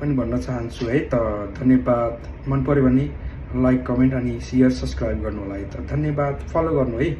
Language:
Nepali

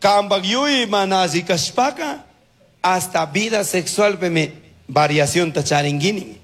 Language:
Chimborazo Highland Quichua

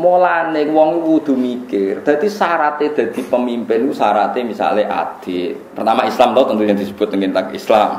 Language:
Javanese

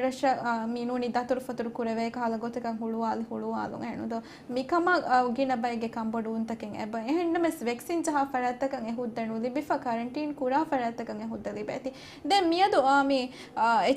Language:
Divehi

